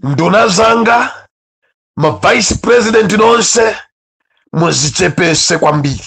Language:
Nyanja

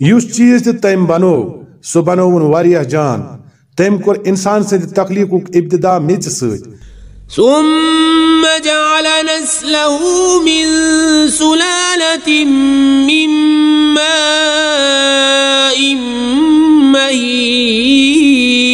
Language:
Kashmiri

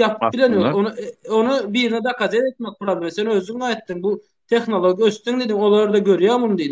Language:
Turkmen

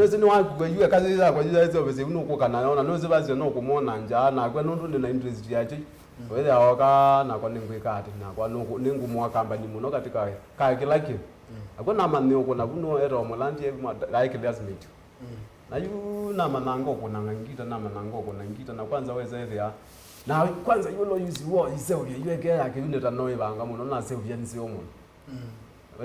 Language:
Kamba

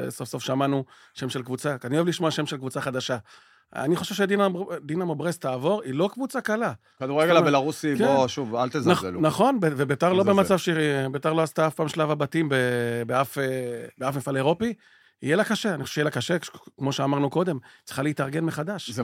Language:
Hebrew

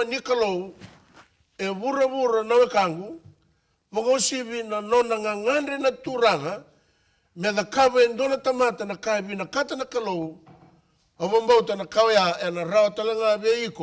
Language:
Fijian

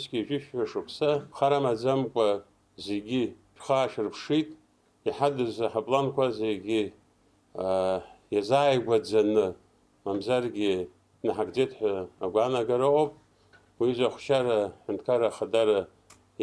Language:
Abkhazian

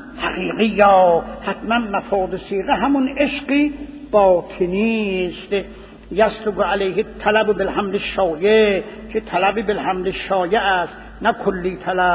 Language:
Persian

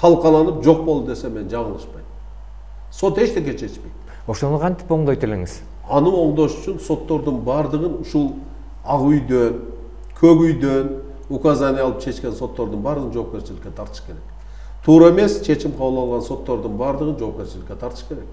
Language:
Kyrgyz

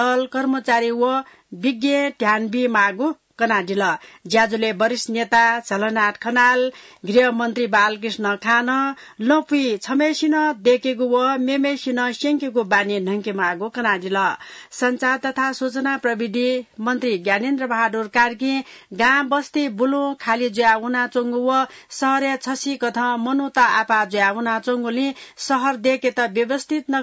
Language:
Newari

